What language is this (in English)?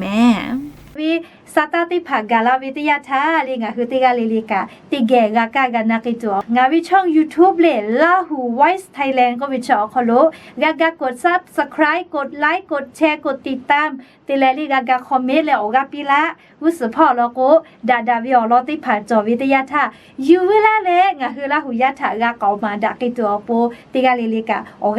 Lahu